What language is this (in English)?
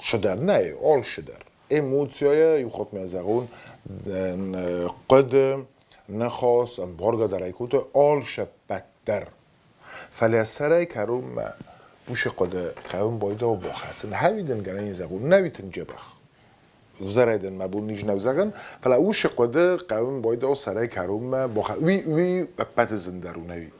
Ossetic